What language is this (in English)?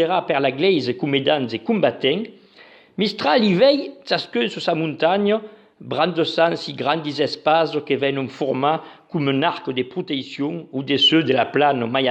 Occitan